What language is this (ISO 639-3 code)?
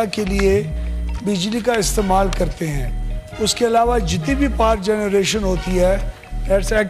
urd